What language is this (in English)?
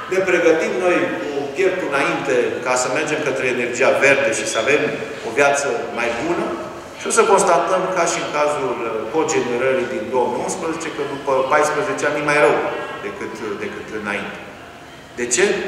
Romanian